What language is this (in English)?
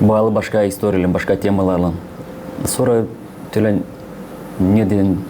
Gagauz